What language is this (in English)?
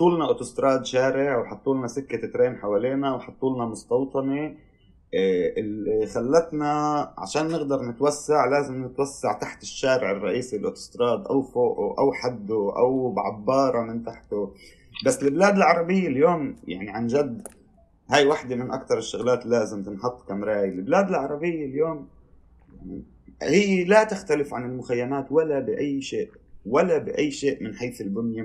North Levantine Arabic